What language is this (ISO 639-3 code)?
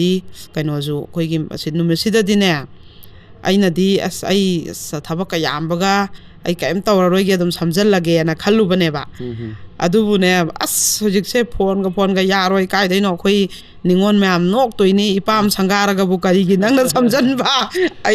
mni